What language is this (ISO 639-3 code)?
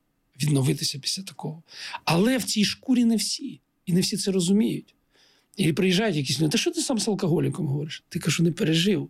ukr